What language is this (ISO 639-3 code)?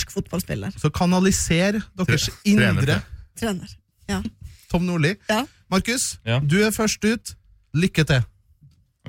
nor